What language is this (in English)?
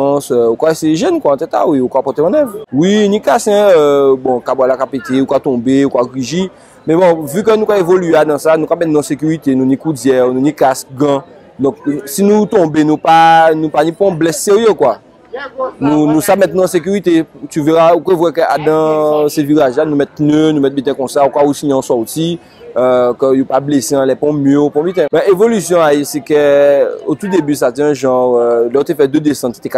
Guadeloupean Creole French